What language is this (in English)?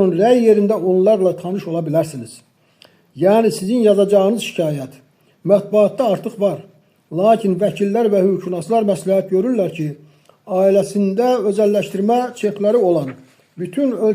Azerbaijani